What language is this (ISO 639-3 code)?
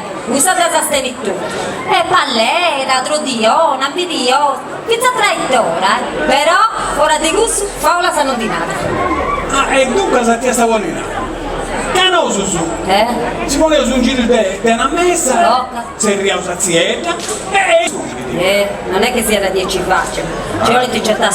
srd